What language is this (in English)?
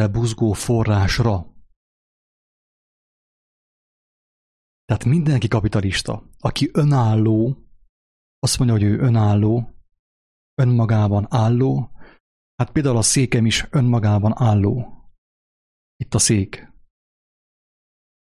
Hungarian